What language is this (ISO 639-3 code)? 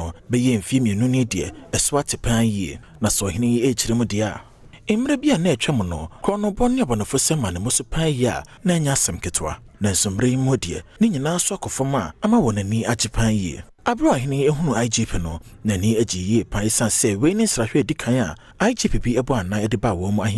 aka